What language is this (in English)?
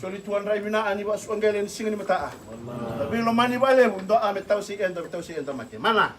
Fijian